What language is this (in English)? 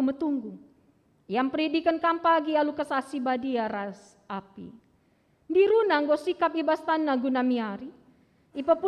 Batak Karo